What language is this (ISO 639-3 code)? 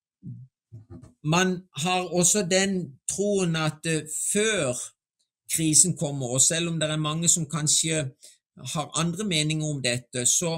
nor